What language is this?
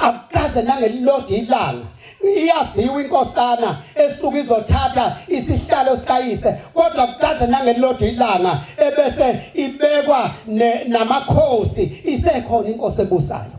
Zulu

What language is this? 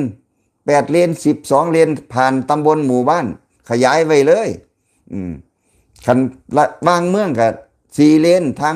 Lao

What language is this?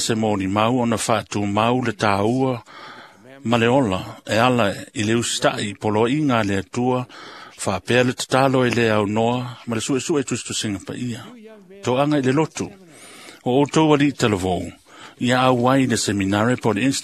Samoan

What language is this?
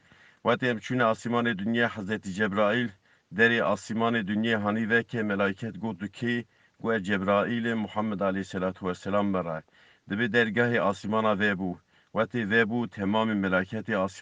Kurdish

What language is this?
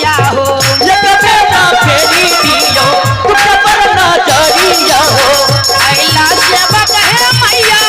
Maithili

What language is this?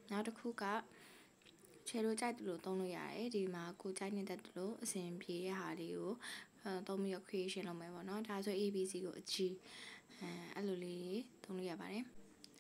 Burmese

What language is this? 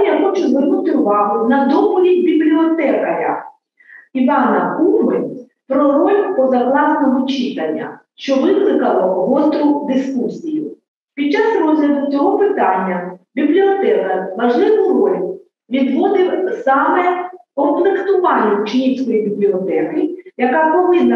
Ukrainian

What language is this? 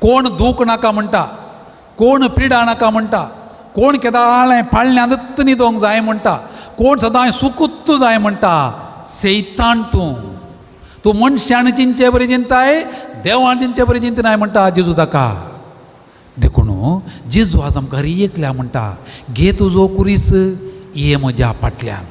Konkani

